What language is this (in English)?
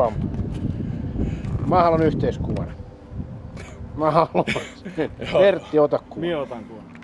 Finnish